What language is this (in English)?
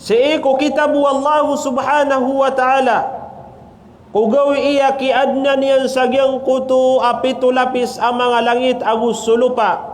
Maranao